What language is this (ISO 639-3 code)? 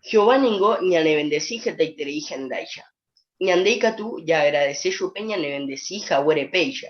grn